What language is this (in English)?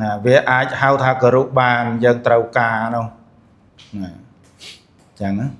Khmer